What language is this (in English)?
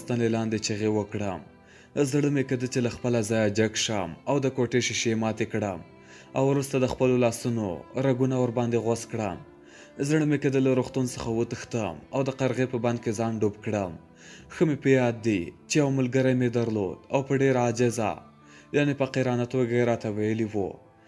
Pashto